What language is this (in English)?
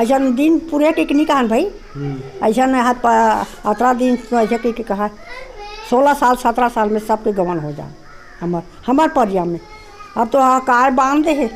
Chhattisgarhi